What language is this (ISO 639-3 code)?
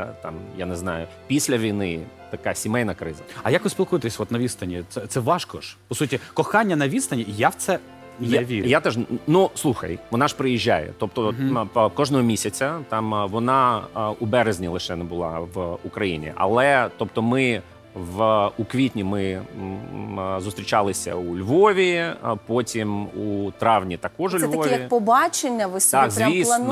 ukr